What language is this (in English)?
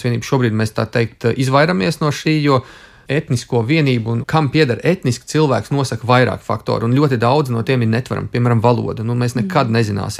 Latvian